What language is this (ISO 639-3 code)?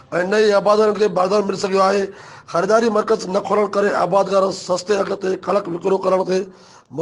snd